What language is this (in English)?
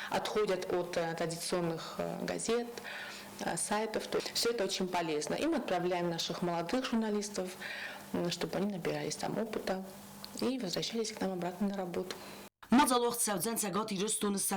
Ossetic